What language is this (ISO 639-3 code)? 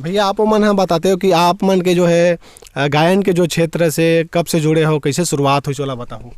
hne